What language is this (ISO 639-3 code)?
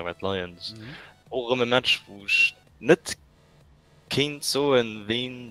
ltz